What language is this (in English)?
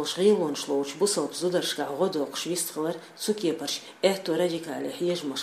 Chechen